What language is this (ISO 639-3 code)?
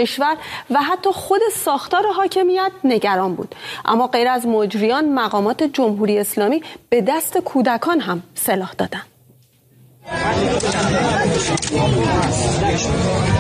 fas